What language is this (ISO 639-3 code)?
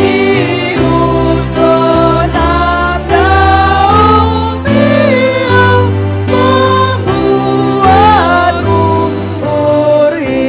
bts